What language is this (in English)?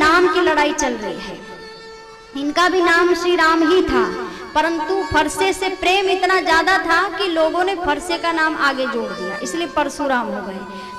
Hindi